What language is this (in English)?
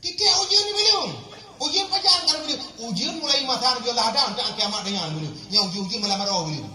Achinese